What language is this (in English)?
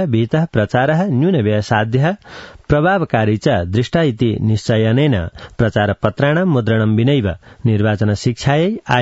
Sanskrit